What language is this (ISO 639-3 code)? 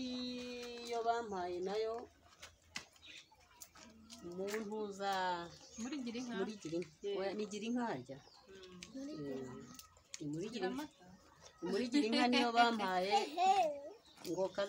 kin